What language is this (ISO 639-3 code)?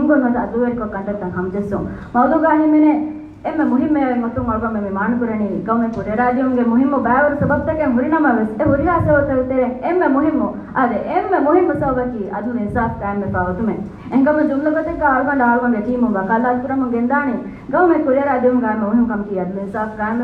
div